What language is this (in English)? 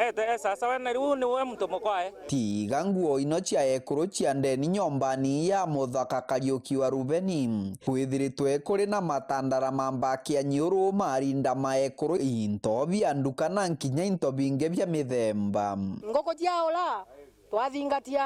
Meru